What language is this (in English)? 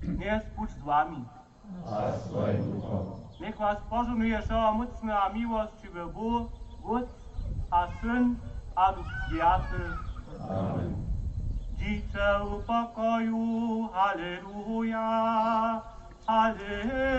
Upper Sorbian